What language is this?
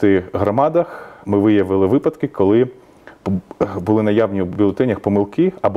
Ukrainian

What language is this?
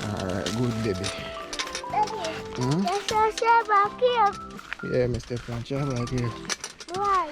Jamaican Creole English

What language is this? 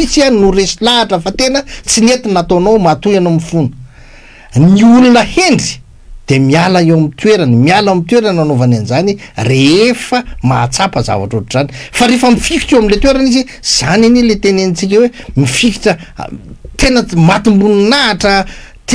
Malagasy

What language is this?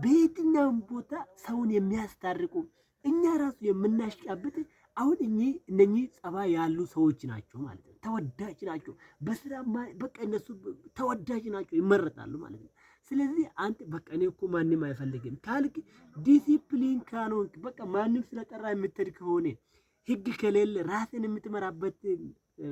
Amharic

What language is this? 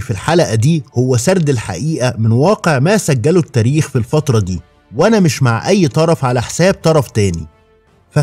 Egyptian Arabic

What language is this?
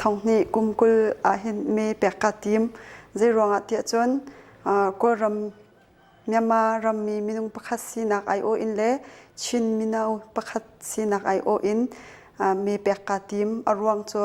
Hakha Chin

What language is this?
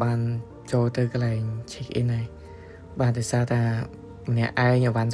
Khmer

